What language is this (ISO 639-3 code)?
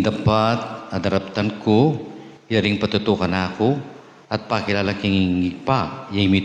pam